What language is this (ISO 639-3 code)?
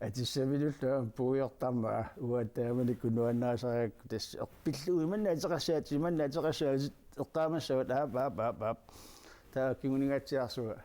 kal